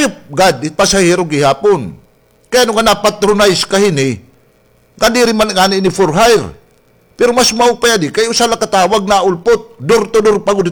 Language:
Waray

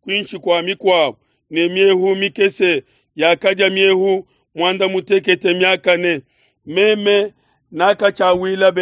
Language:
Luba-Lulua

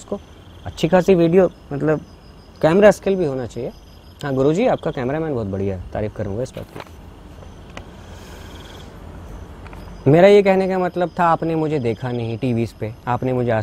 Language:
Hindi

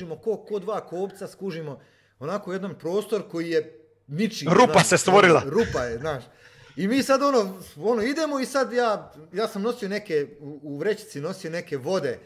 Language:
Croatian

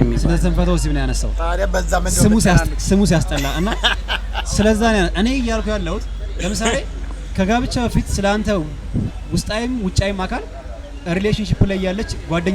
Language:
Amharic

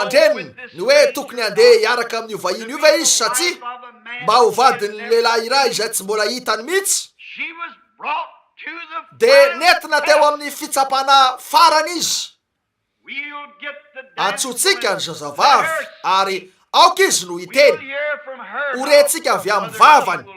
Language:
Malagasy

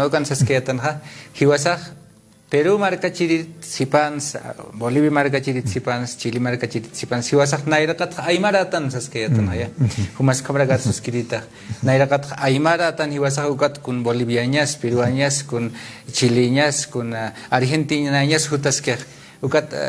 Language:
Aymara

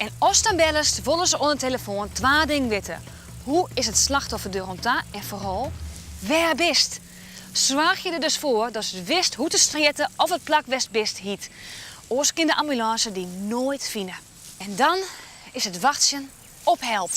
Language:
Western Frisian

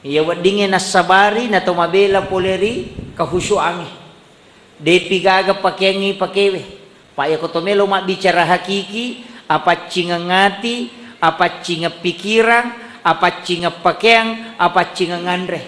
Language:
Buginese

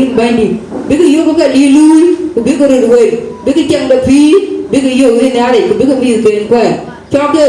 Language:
Dinka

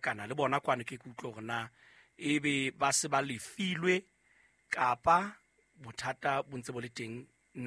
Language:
Southern Sotho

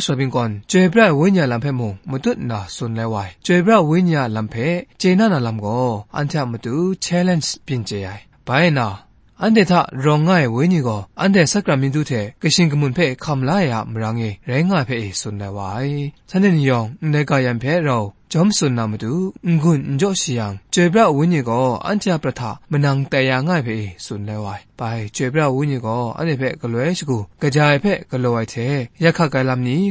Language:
Kachin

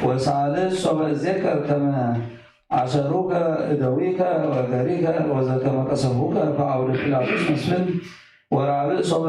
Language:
Geez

